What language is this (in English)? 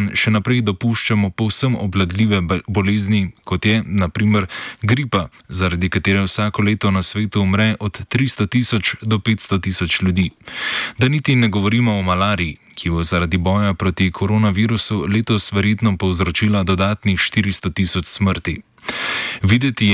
Slovenian